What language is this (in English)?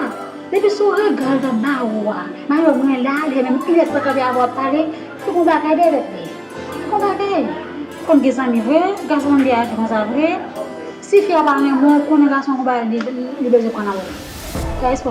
Haitian Creole